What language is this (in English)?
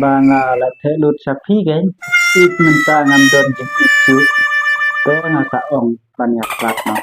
Khasi